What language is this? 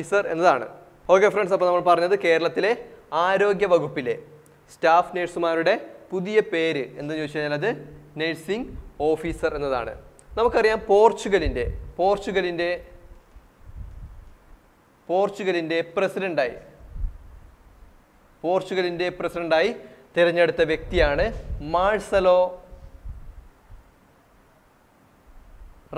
Malayalam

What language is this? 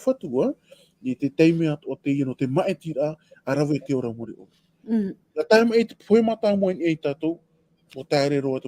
Tahitian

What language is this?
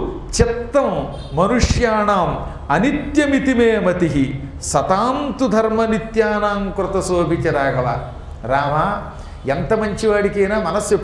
Telugu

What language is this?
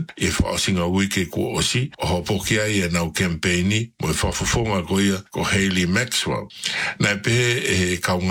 English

